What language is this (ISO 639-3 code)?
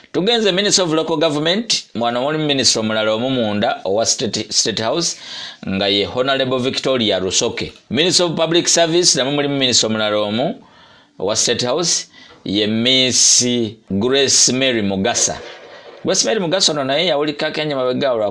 lug